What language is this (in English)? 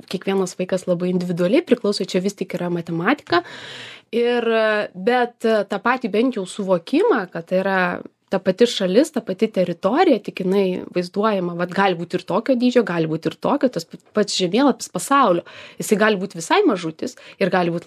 Lithuanian